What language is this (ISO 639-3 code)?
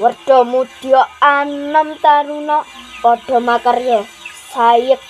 jav